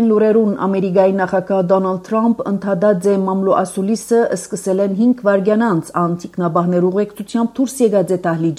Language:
Armenian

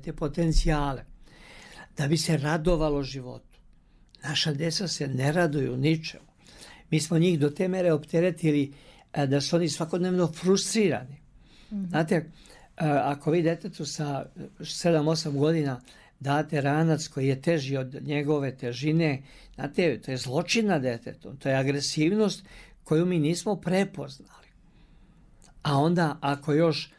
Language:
Serbian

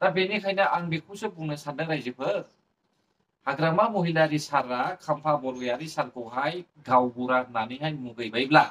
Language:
Bodo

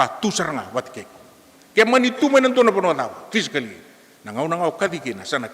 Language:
Fijian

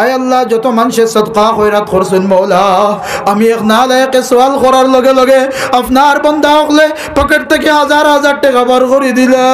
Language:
Sylheti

